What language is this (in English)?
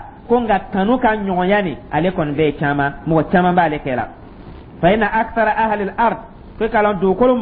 Dyula